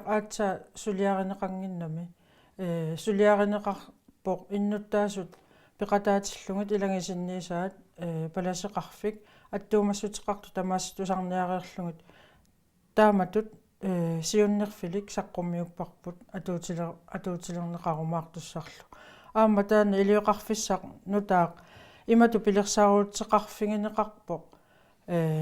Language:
Kalaallisut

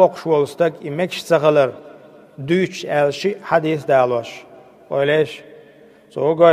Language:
Chechen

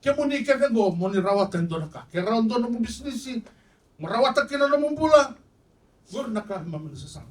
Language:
Fijian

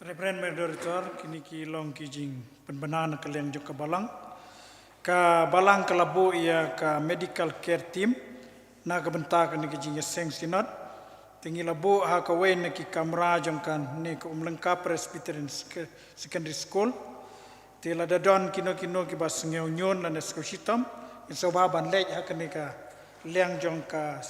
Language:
Khasi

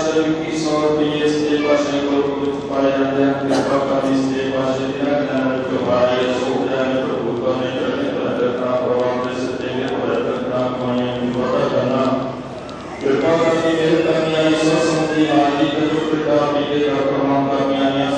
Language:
Punjabi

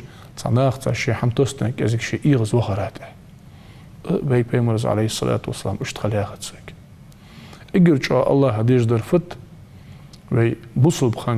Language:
Ingush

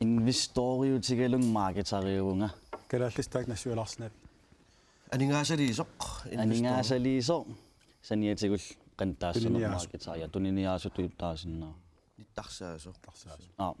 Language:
Kalaallisut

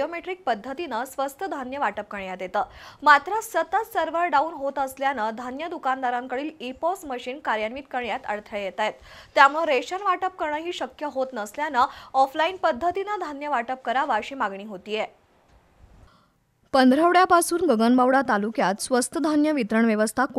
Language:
Marathi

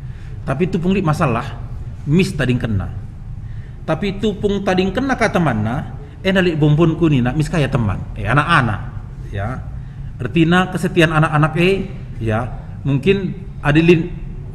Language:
Batak Karo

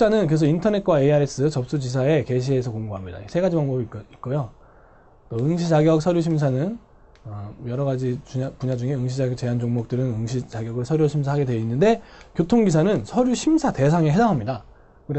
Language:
Korean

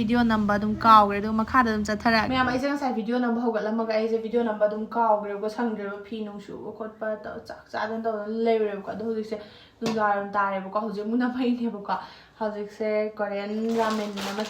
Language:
Manipuri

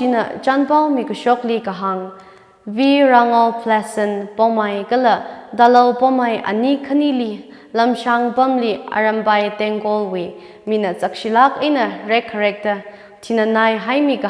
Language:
Tangkhul Naga (India)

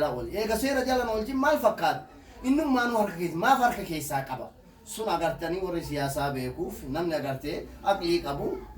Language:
Oromo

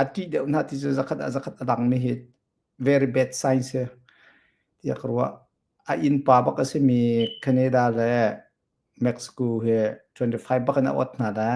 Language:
Hakha Chin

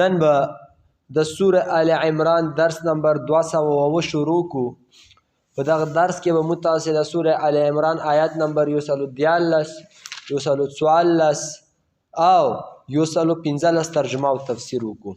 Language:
Pashto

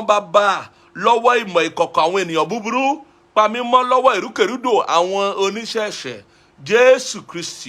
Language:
Yoruba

